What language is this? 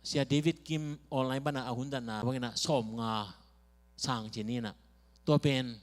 Tedim Chin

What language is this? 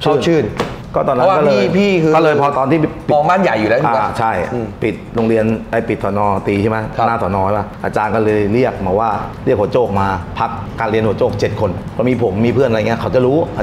Thai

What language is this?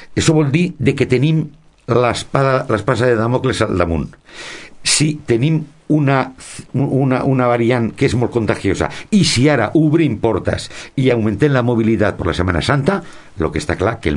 Catalan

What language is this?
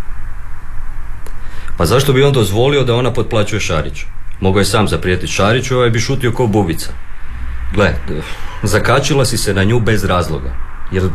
Croatian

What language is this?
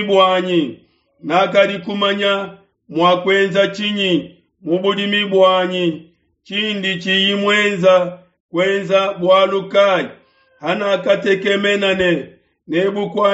Luba-Lulua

